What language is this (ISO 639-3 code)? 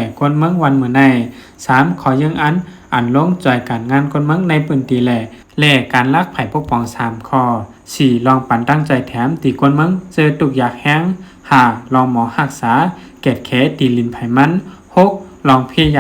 shn